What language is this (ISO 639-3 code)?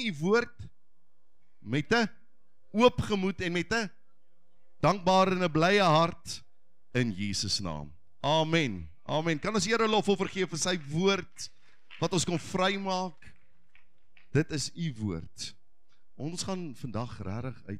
afr